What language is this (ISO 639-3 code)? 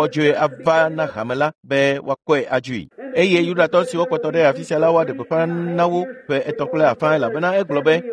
ewe